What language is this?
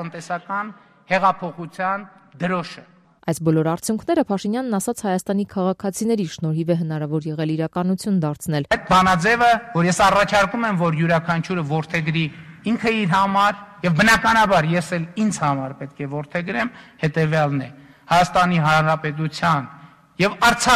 Armenian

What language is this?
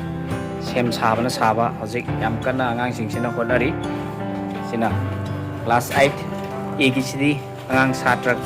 Manipuri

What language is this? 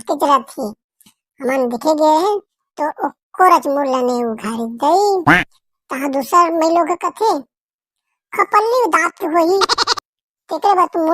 Chhattisgarhi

